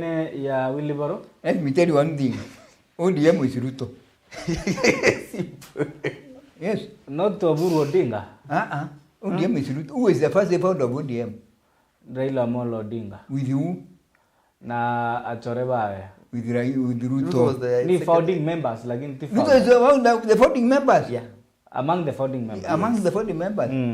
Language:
Meru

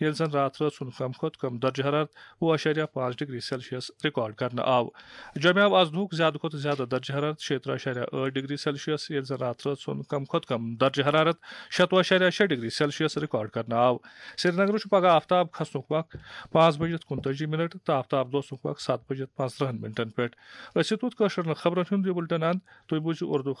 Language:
Kashmiri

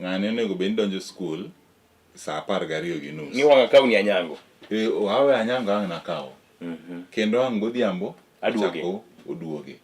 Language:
Luo (Kenya and Tanzania)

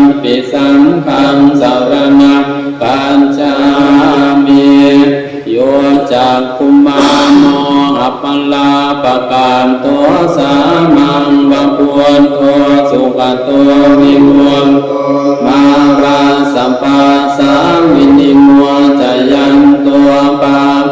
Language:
Pali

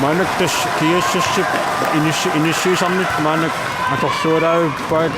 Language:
Kalaallisut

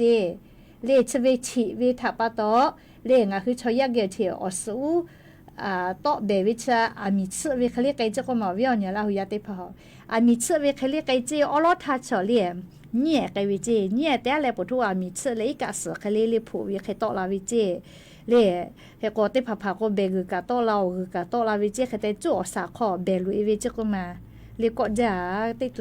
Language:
Lahu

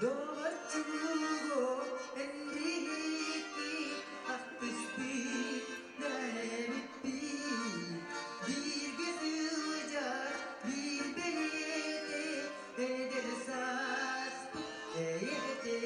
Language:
Yakut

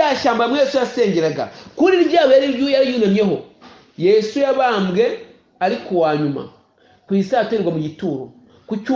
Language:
Kinyarwanda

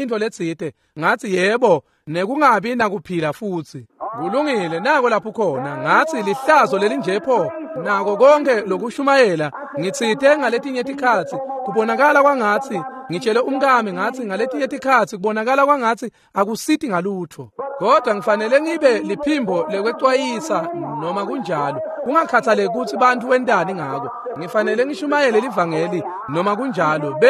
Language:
Swati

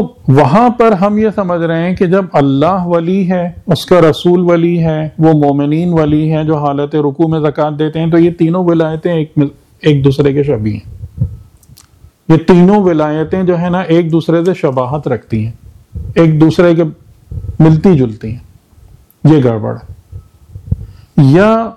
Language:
Urdu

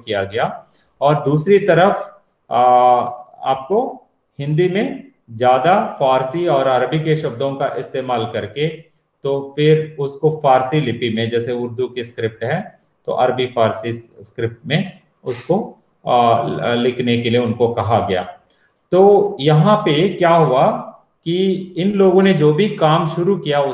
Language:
Hindi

